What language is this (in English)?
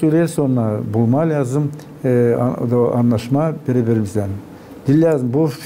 Gagauz